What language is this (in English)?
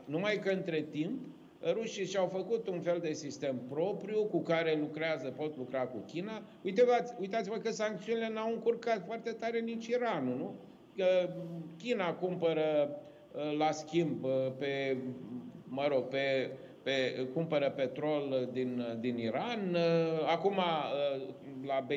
Romanian